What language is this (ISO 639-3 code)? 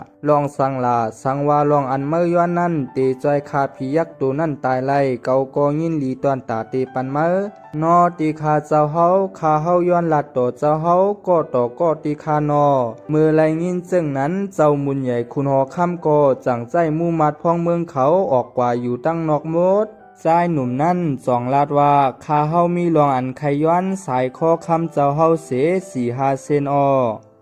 shn